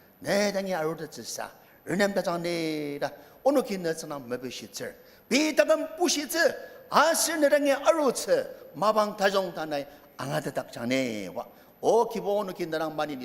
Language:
Ao Naga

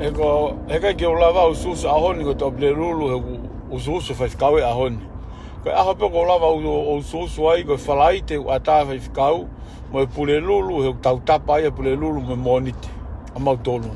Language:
Tongan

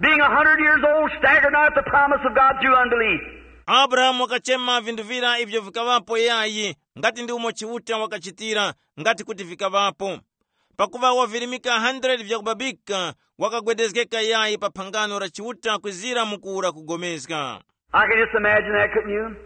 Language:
Tumbuka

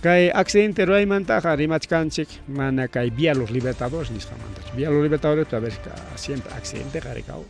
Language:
Ayacucho Quechua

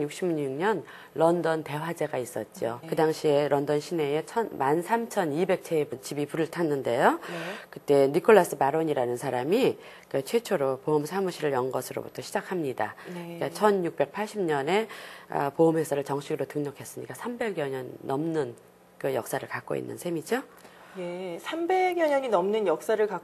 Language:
Korean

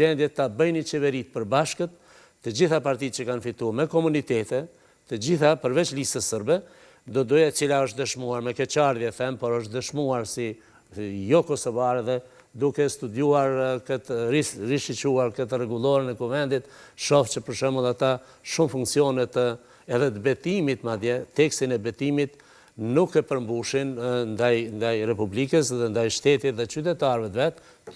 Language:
Albanian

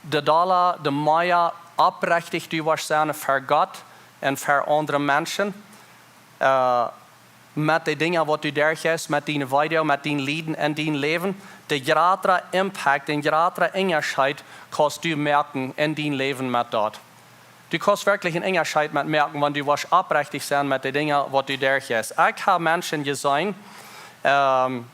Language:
Plautdietsch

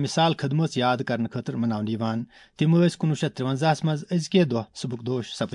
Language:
Kashmiri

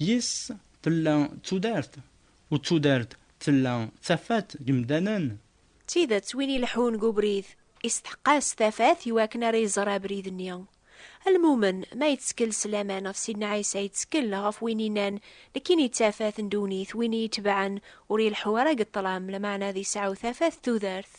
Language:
Kabyle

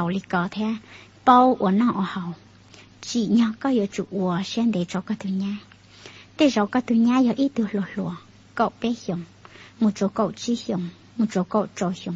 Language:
Hmong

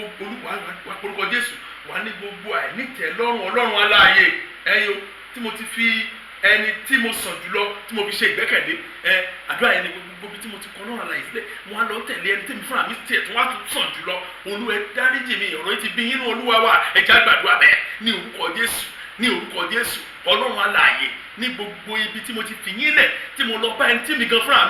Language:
Yoruba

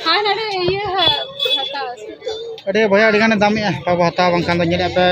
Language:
Santali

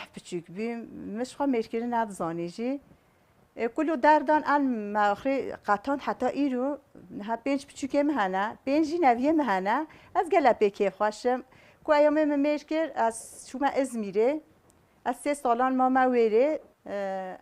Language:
Kurdish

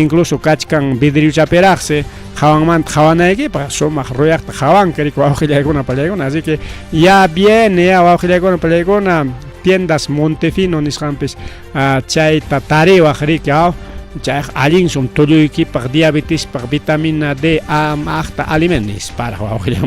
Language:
Ayacucho Quechua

